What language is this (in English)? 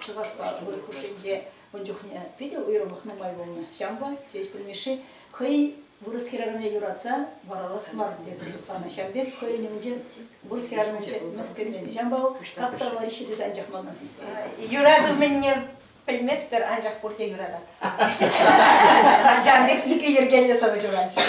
Chuvash